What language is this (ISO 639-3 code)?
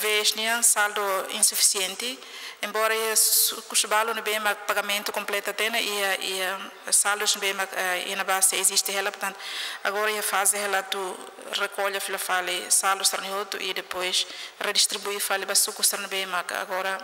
tet